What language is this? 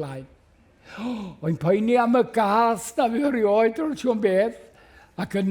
Welsh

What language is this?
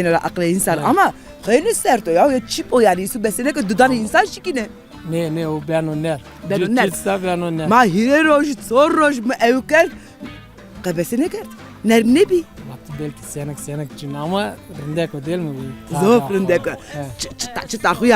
Zaza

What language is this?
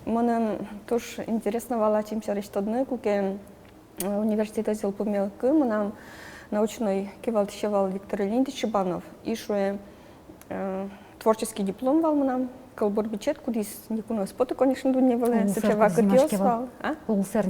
Udmurt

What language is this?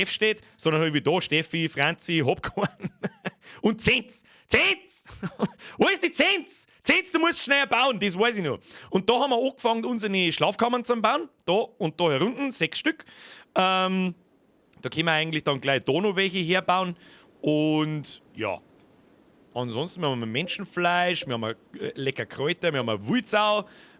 Bavarian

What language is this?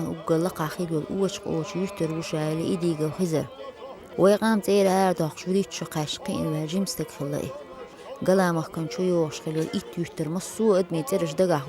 Chechen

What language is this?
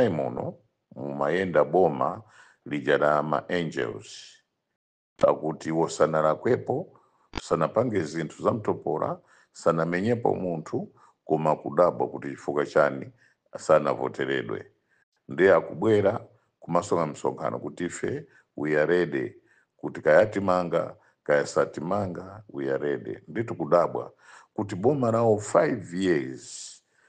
Nyanja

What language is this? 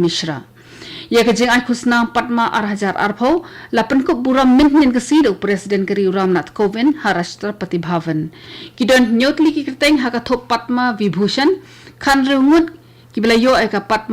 Khasi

